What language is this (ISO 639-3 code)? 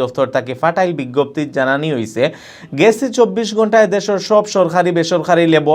syl